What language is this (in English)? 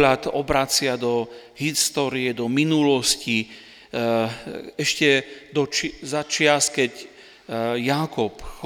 Slovak